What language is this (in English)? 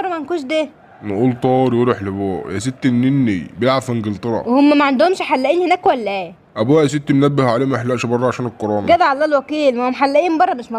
Egyptian Arabic